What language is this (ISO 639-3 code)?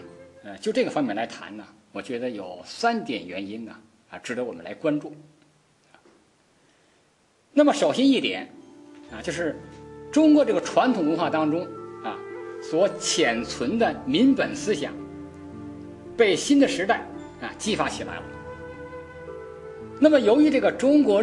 zho